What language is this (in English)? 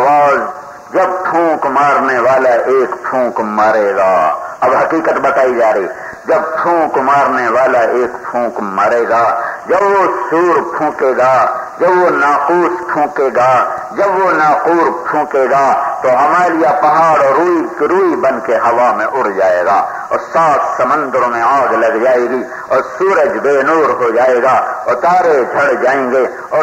Urdu